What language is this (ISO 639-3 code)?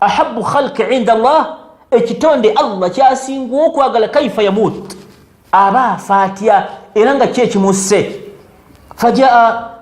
lug